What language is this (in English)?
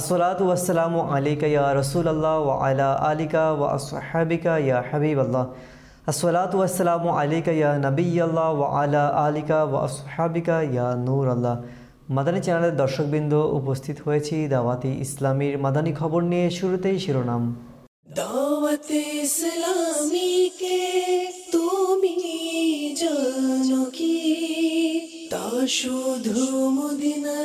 Bangla